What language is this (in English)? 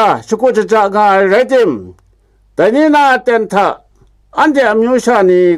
Kachin